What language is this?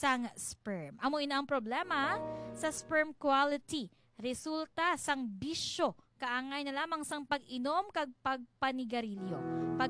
Hiligaynon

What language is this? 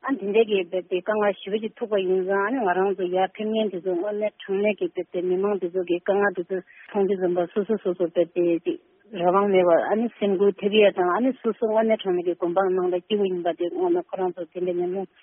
Tibetan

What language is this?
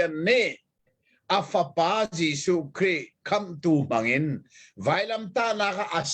Hakha Chin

